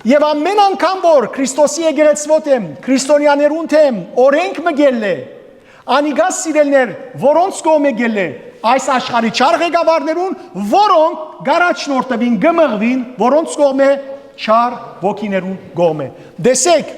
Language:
Western Armenian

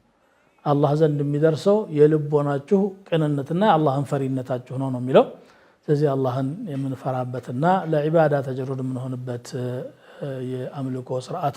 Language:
Amharic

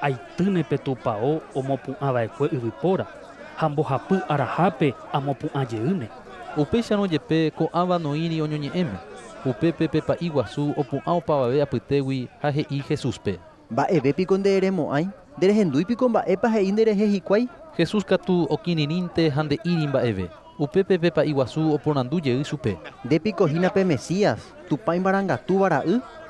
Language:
Guarani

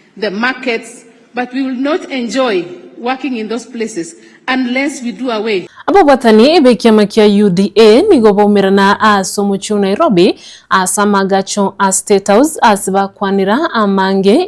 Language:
Gusii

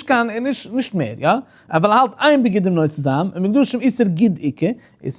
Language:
Yiddish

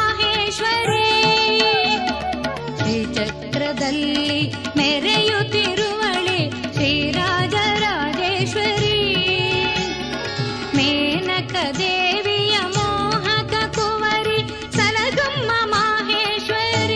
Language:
Kannada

